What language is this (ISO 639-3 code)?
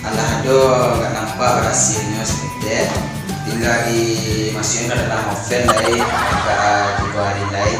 min